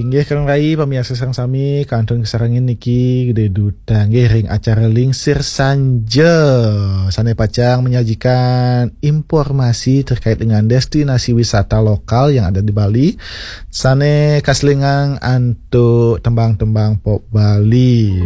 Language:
Balinese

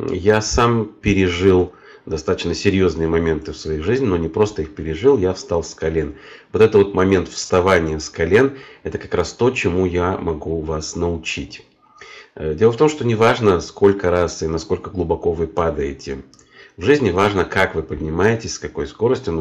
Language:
Russian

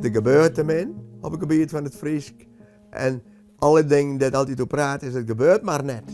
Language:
Western Frisian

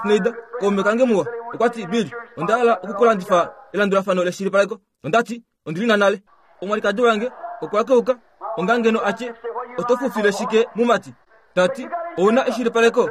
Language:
Kuanyama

